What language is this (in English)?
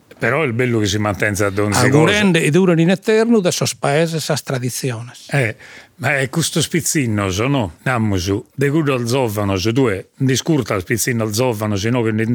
Sardinian